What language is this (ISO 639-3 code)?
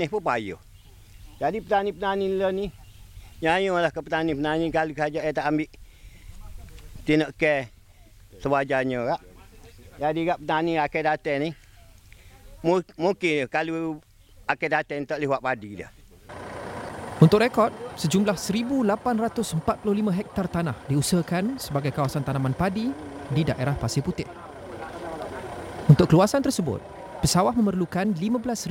msa